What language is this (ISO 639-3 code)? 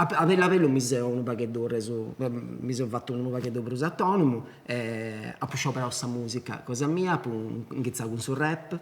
srd